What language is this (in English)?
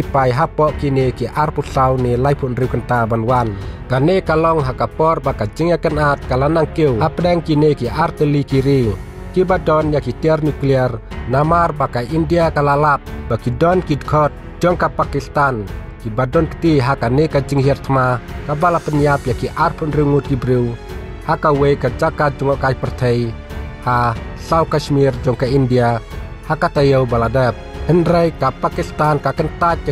Khasi